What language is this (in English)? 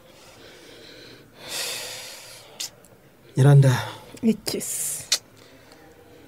Kinyarwanda